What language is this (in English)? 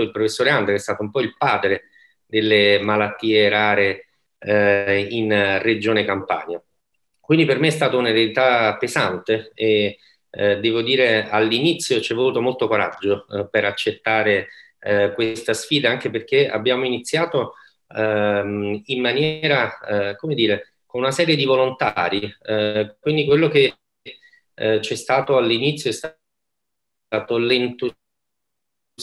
Italian